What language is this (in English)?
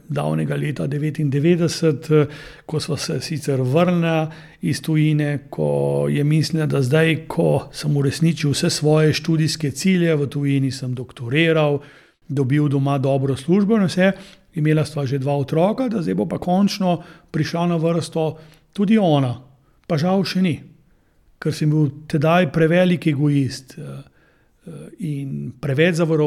Slovenian